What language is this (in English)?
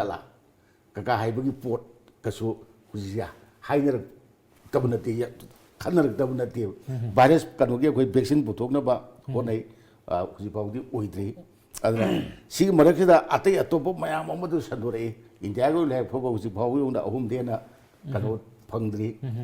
Manipuri